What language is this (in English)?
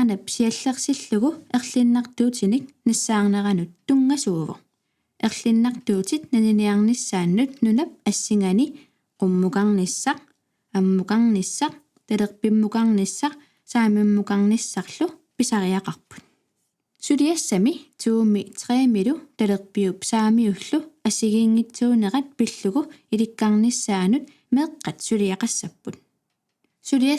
Kalaallisut